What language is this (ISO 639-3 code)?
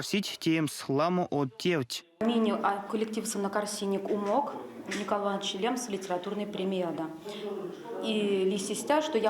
myv